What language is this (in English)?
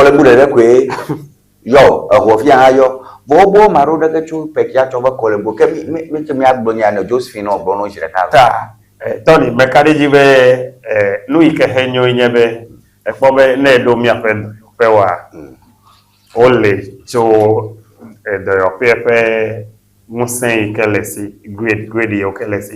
Ewe